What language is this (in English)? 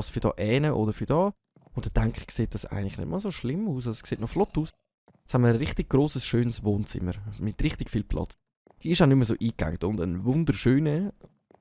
Swiss German